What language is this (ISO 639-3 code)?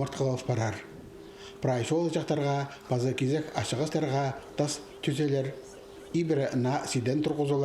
kjh